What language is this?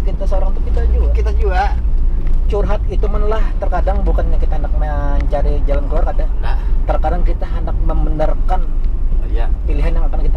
Banjar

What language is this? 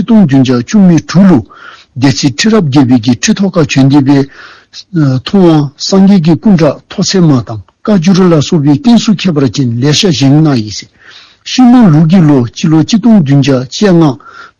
Dzongkha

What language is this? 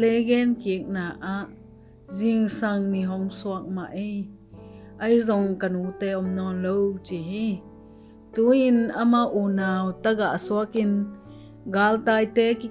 Tedim Chin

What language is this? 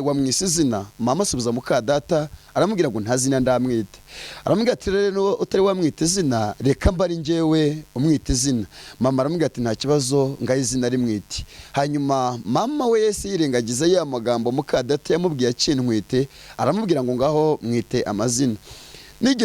Kinyarwanda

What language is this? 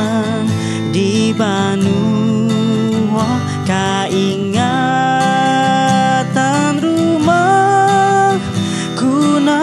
Banjar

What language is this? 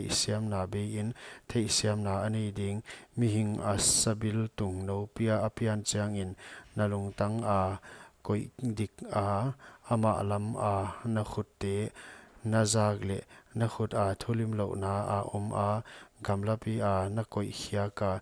Paite Chin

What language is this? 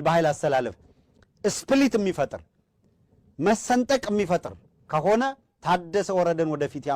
Amharic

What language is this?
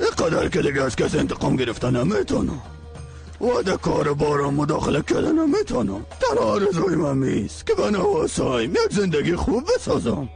Persian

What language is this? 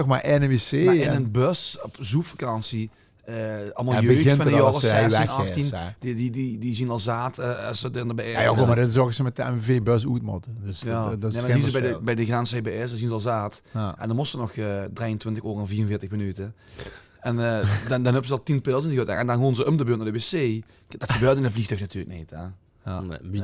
Limburgish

